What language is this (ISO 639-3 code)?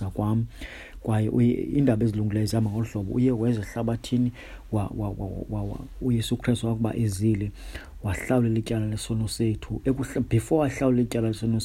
xho